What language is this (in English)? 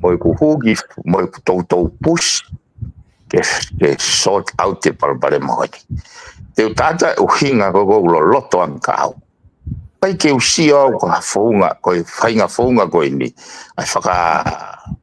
Tongan